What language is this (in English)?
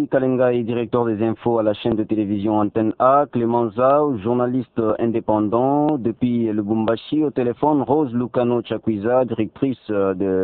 French